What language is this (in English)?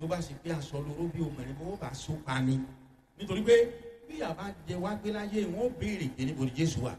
Yoruba